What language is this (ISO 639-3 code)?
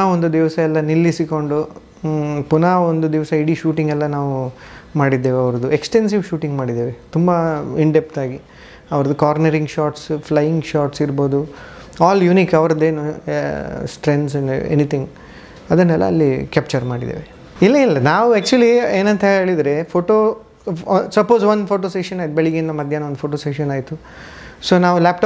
kan